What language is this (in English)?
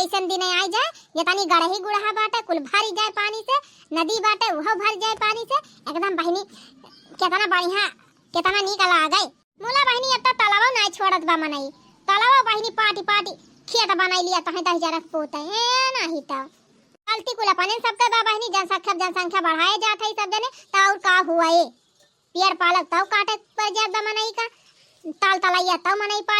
Awadhi